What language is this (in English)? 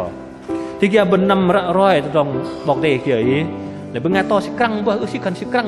Bahnar